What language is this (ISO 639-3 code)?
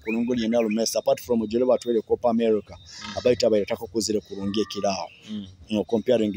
nyo